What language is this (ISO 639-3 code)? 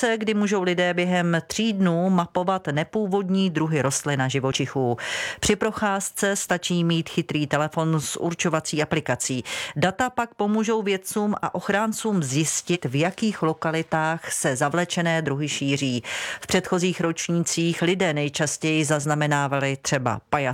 ces